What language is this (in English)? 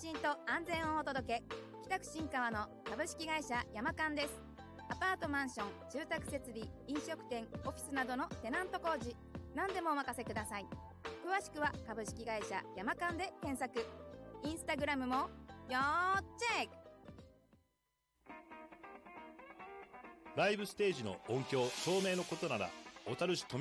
Japanese